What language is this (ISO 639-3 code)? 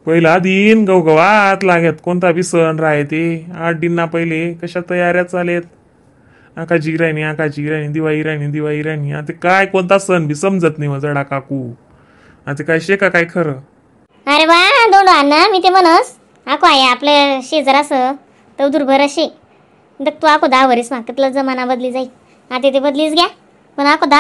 khn